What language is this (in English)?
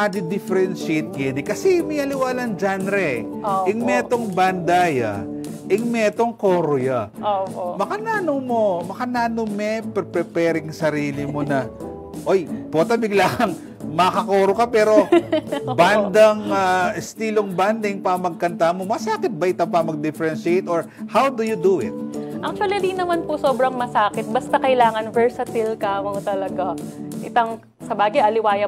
Pampanga